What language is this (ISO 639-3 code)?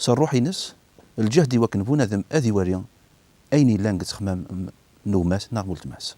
kab